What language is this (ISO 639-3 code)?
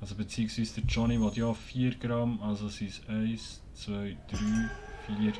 gsw